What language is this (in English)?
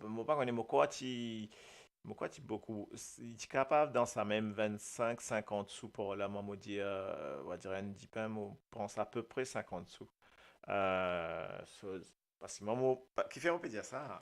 Morisyen